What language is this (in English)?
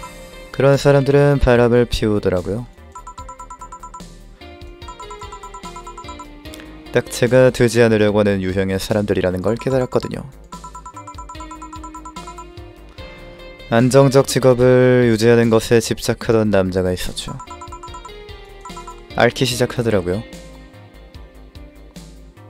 Korean